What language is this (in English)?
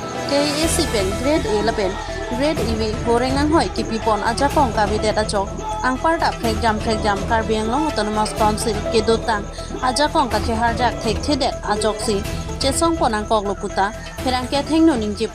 Karbi